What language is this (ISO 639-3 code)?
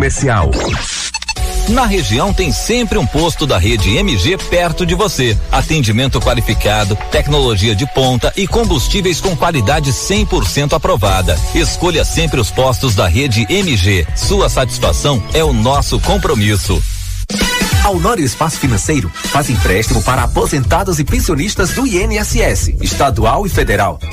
por